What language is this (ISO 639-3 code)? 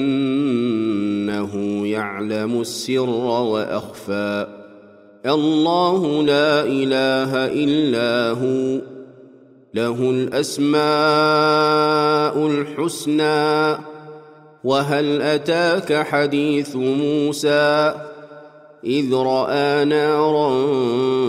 ara